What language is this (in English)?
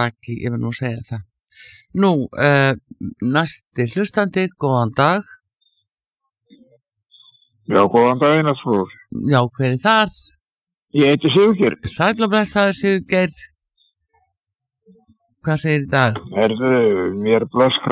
Icelandic